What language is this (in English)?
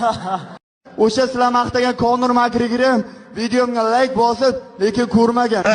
Uzbek